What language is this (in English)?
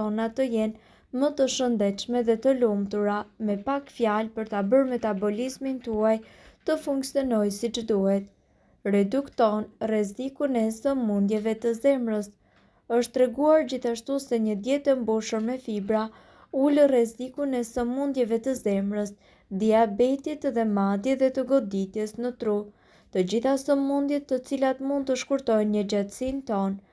Albanian